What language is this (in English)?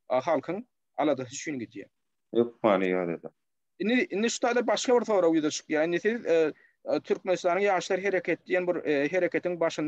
Turkmen